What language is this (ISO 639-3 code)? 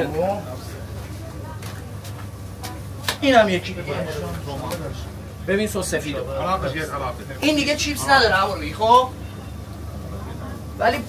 fas